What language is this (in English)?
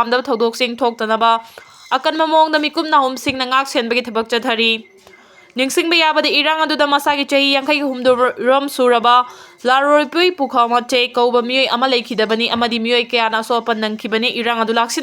Manipuri